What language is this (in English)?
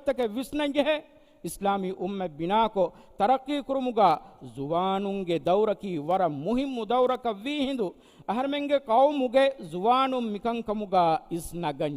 Divehi